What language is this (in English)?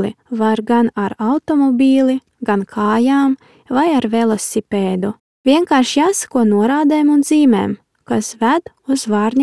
Latvian